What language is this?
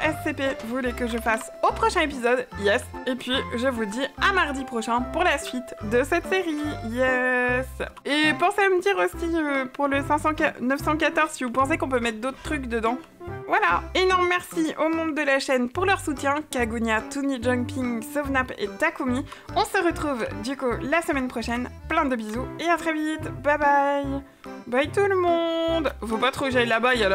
French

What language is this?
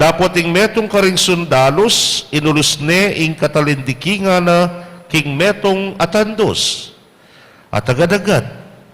Pampanga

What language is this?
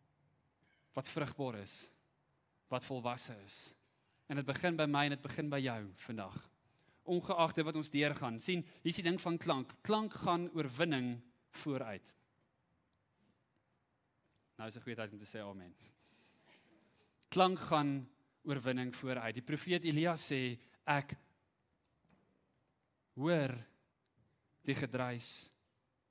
Afrikaans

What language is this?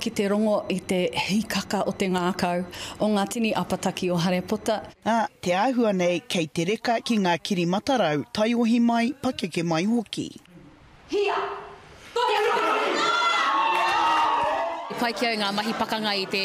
Māori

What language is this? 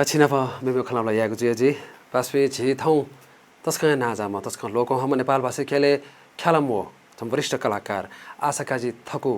Newari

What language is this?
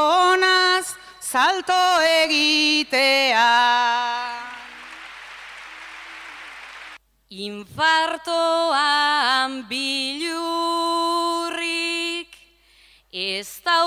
Basque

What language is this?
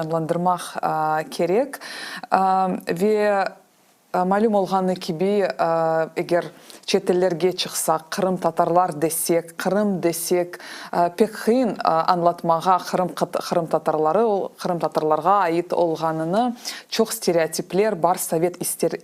Crimean Tatar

